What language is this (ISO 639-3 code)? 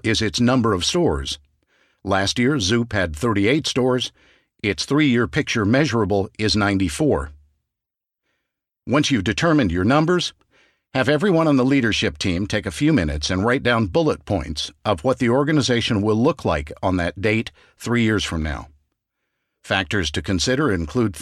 eng